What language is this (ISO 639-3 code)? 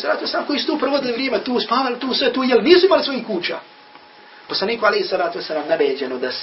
bos